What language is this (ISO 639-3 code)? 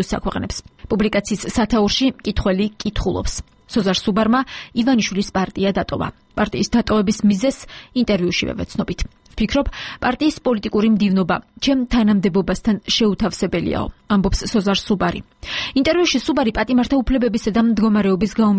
kat